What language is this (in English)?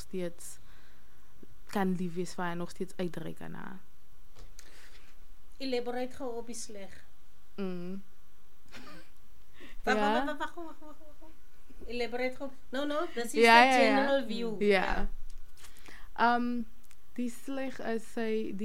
Afrikaans